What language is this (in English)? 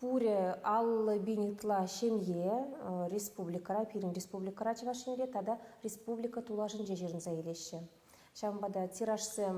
Chuvash